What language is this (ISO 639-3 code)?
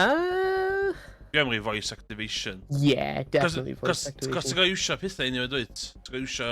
cym